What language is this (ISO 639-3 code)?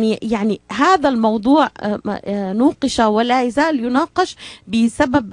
apc